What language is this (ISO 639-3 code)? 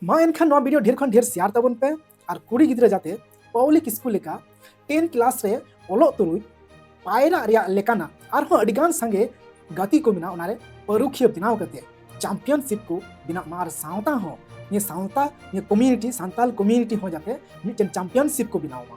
sat